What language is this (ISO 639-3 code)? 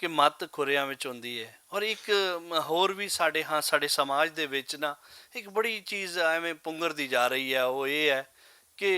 lah